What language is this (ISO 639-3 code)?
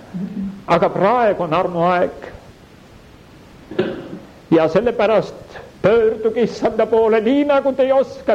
est